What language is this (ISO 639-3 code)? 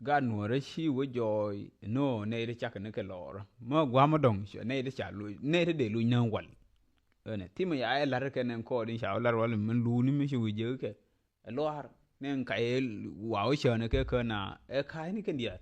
nus